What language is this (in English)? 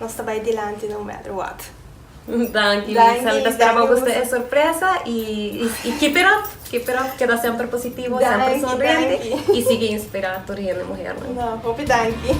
Papiamento